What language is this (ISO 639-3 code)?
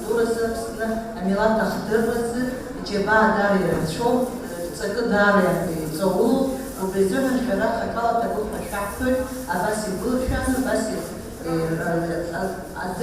abk